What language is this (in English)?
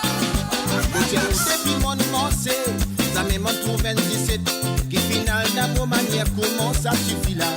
Morisyen